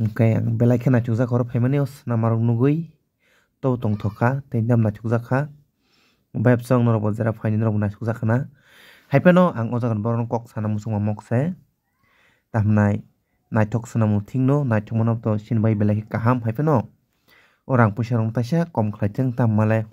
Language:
Kok Borok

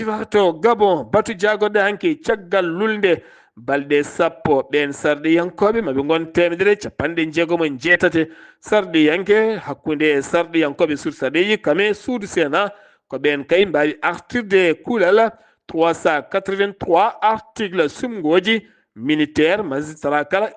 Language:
Fula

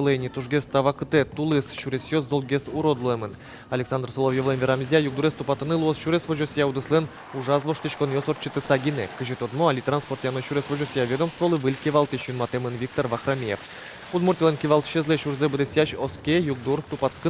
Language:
Udmurt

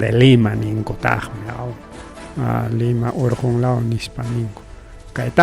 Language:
Ayacucho Quechua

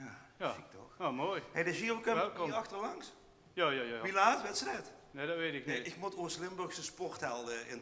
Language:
Limburgish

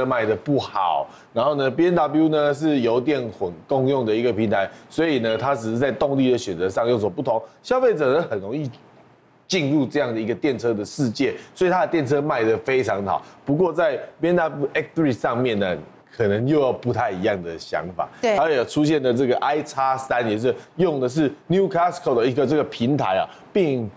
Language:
Chinese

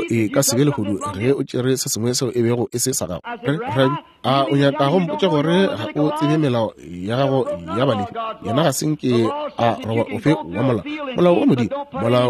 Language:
Northern Sotho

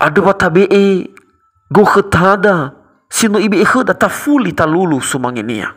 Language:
Nias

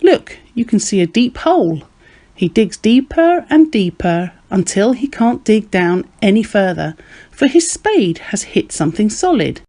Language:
English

